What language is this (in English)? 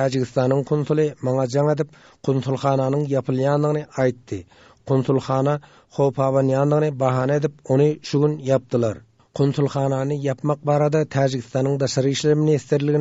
Turkmen